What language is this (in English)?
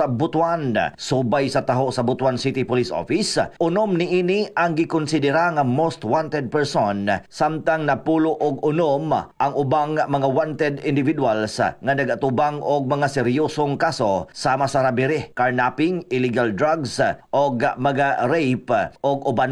Cebuano